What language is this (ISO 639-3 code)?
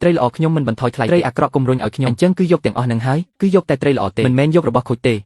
khm